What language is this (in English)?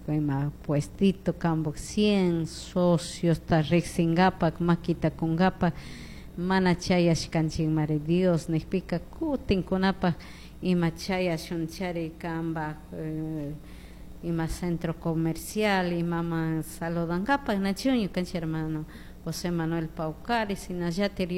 Chimborazo Highland Quichua